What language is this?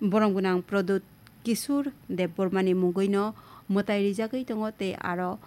Kok Borok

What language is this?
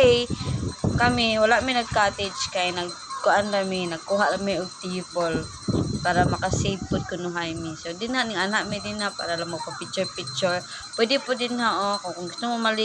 Cebuano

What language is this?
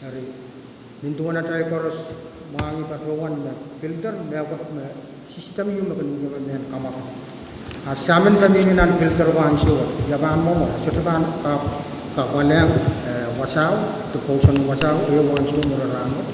Pohnpeian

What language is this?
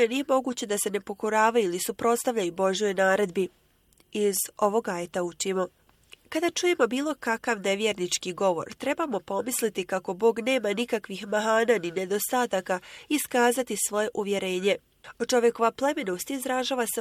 Bosnian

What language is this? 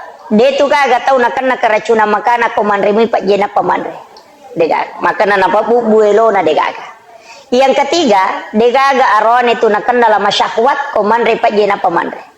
Buginese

